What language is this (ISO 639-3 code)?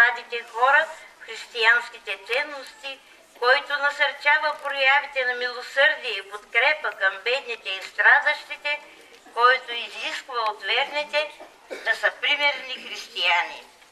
bul